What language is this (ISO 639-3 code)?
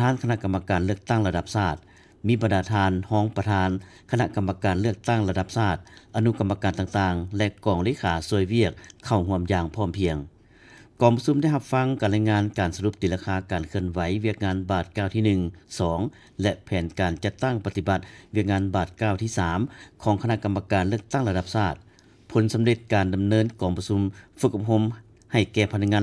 lao